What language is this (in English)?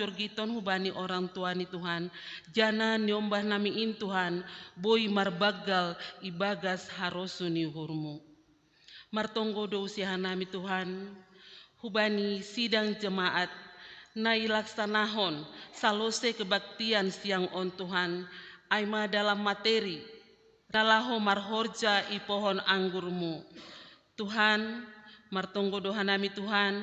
Batak Simalungun